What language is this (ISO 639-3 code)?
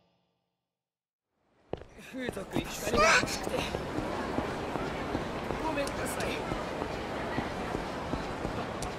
jpn